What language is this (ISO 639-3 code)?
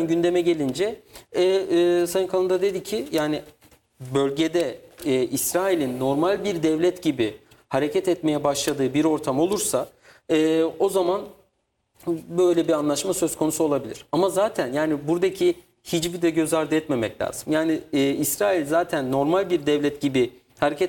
tur